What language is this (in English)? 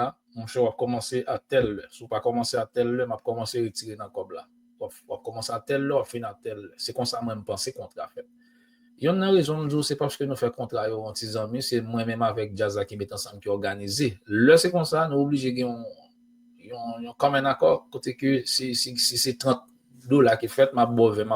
Haitian Creole